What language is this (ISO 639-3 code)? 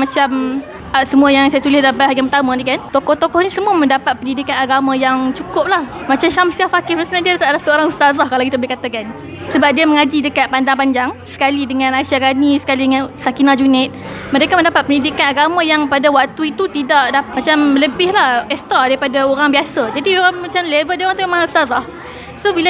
msa